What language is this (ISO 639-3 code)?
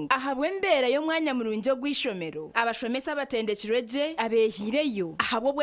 nyn